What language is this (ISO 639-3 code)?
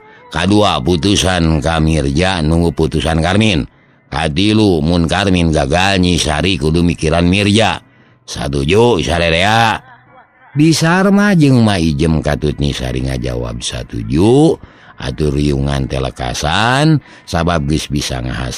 sun